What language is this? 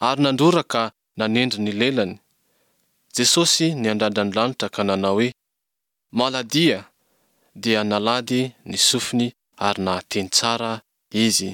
Malagasy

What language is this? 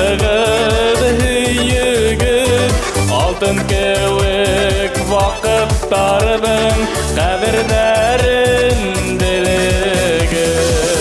Bashkir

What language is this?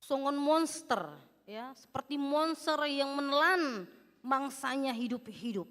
Batak Toba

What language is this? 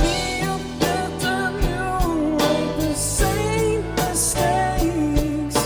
Western Frisian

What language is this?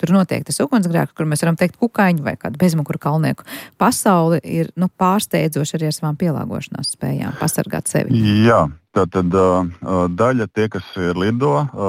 Latvian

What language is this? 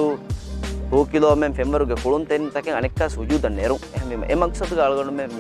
Divehi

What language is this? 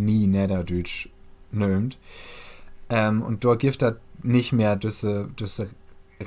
Low German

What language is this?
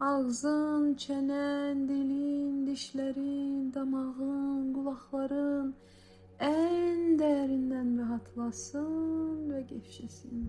Azerbaijani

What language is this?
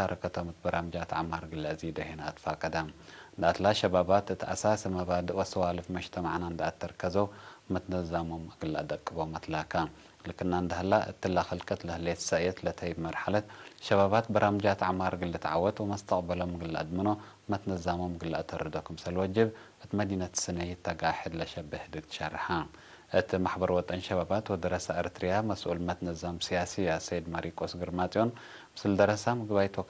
Tigre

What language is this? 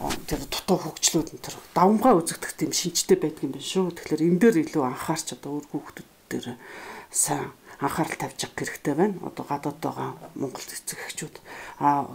Mongolian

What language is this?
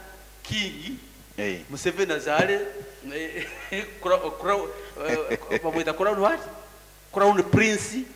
Nyoro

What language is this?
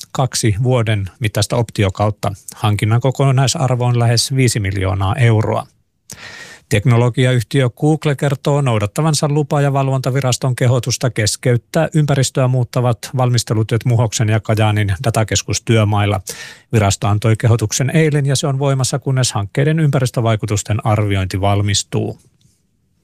Finnish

